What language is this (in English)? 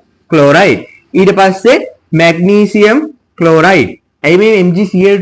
Sinhala